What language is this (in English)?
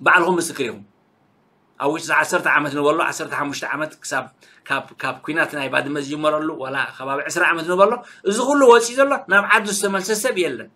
Tigrinya